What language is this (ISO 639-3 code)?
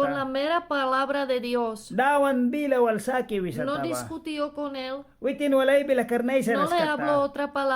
miq